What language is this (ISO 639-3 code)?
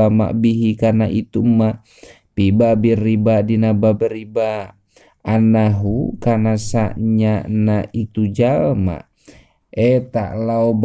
sun